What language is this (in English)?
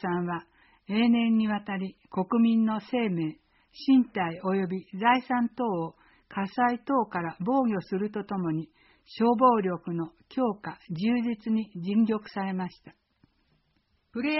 Japanese